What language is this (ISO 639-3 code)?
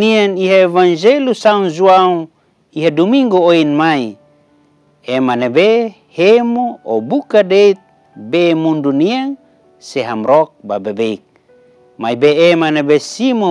tet